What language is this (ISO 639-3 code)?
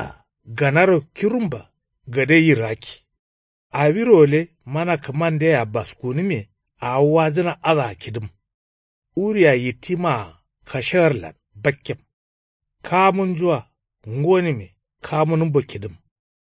kau